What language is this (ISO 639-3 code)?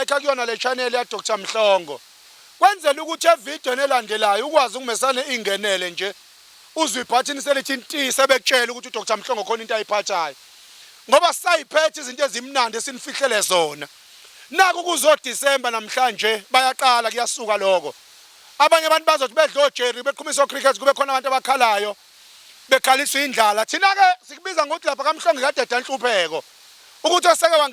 zul